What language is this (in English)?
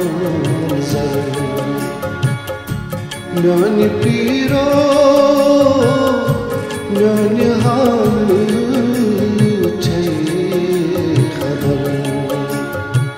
Kashmiri